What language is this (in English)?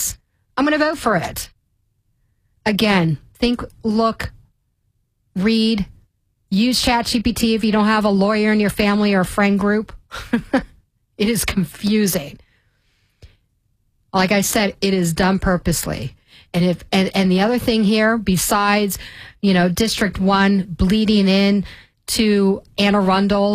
English